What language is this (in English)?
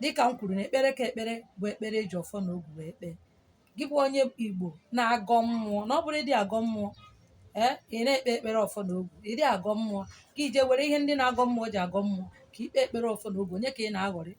Igbo